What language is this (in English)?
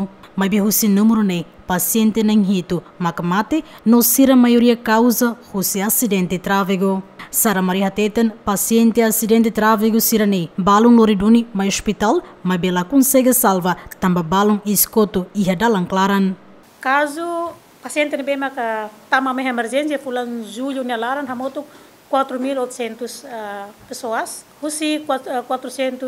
Tetum